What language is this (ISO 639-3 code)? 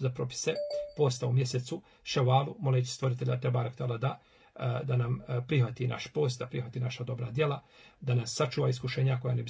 bos